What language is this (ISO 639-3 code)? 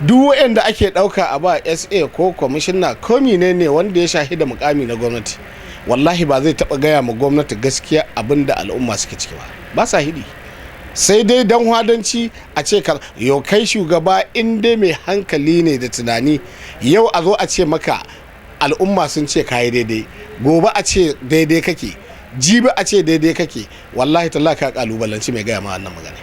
hau